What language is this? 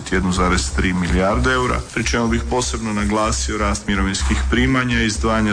Croatian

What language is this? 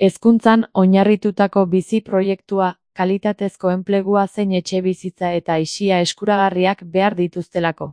Basque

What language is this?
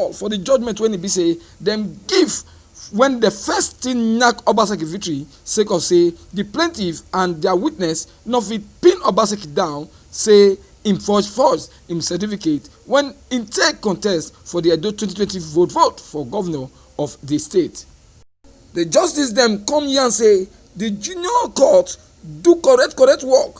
Nigerian Pidgin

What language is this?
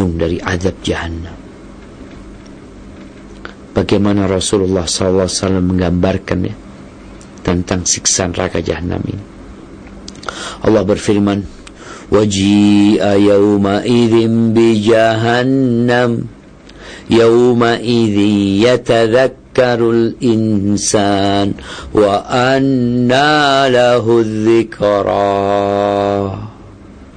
Indonesian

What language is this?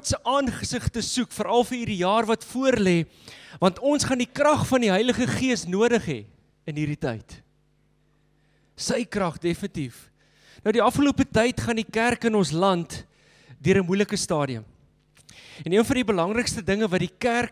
Afrikaans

